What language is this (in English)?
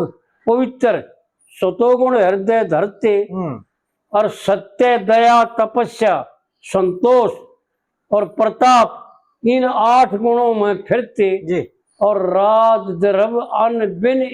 Haryanvi